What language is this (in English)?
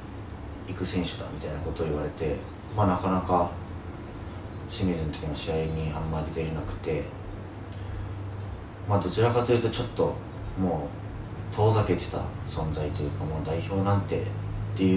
Japanese